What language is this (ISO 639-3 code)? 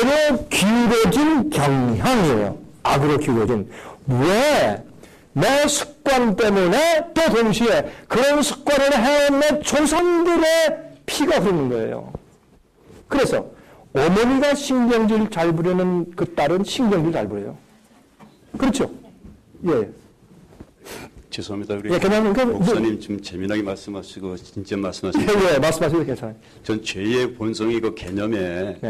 kor